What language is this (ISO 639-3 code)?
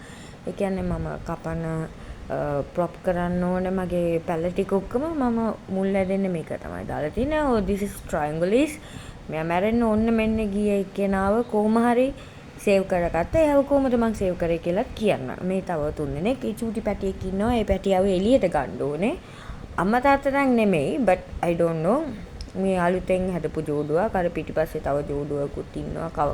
sin